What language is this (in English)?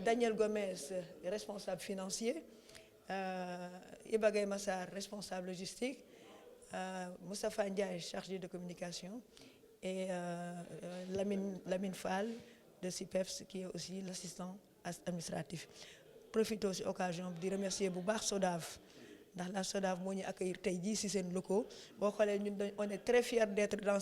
Wolof